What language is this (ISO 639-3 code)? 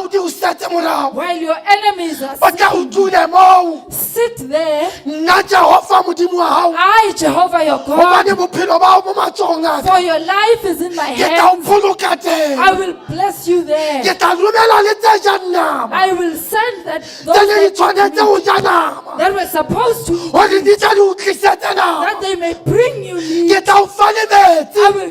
sot